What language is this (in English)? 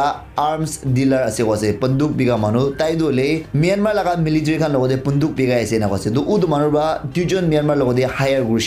Naga Pidgin